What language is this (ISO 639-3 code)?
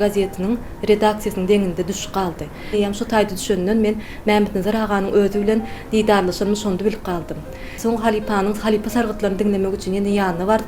tuk